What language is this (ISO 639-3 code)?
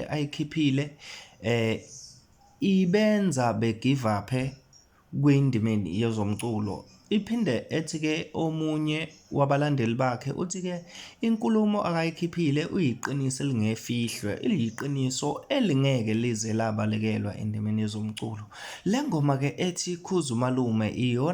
zul